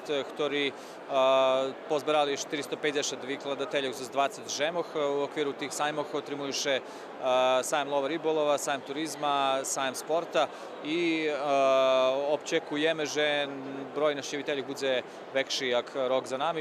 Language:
Rusyn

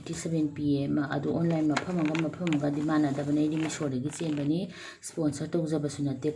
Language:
Manipuri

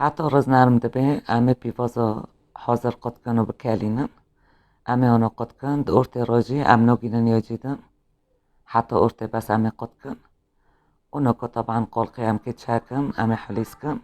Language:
Kurdish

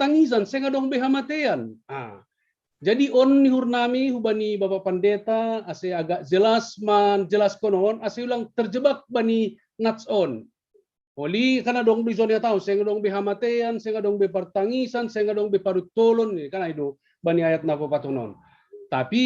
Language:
Batak Simalungun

